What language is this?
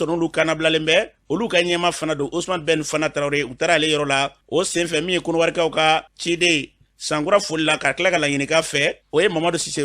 Bambara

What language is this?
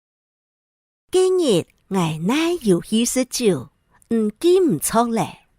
Hakka Chinese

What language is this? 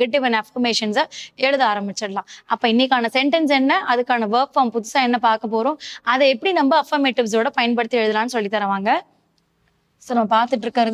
Tamil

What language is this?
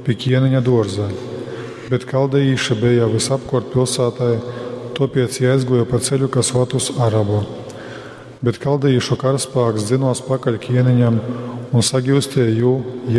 Latgalian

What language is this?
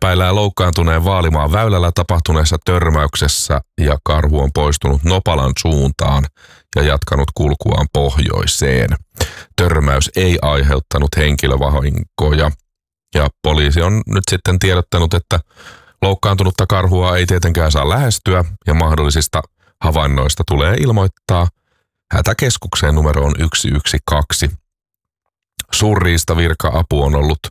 Finnish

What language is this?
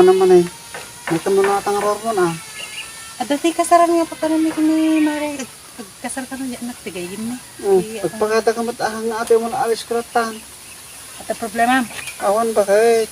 Iloko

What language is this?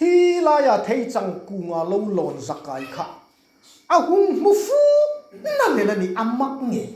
Hmar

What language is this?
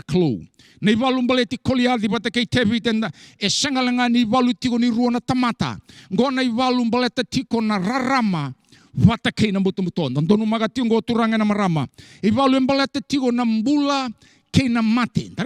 Fijian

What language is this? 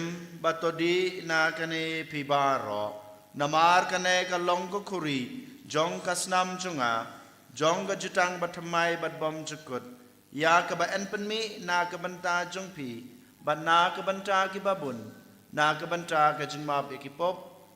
Khasi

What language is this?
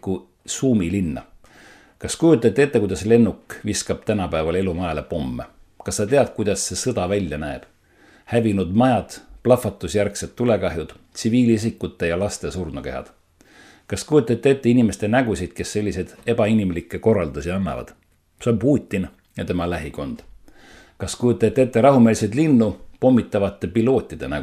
Estonian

